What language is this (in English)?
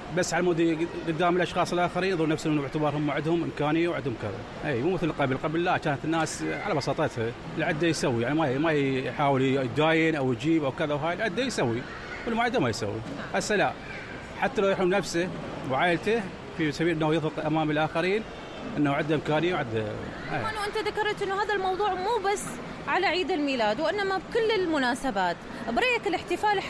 Mesopotamian Arabic